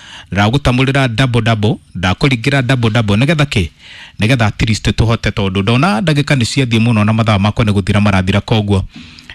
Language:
Kikuyu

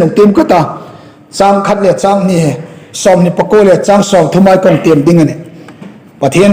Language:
Hmar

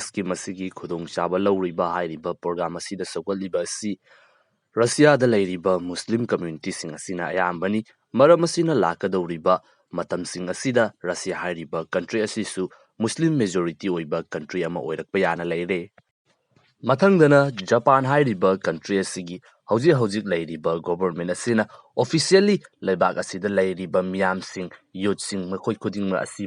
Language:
Manipuri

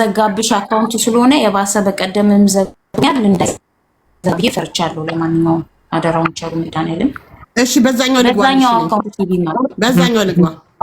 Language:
Amharic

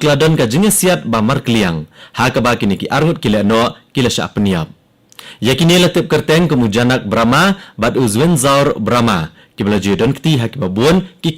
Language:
Khasi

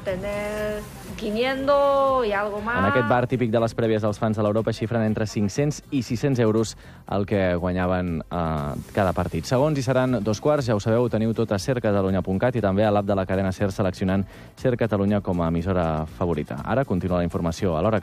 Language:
Catalan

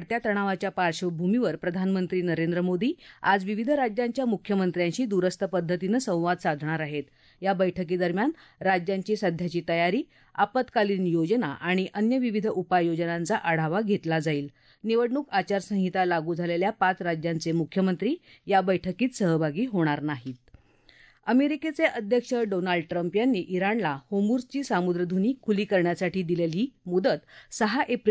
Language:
Marathi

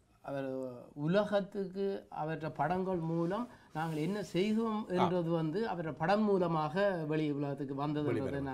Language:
Tamil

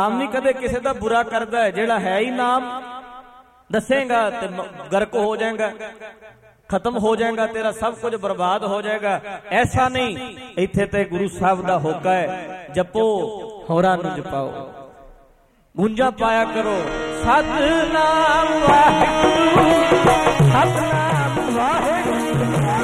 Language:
Punjabi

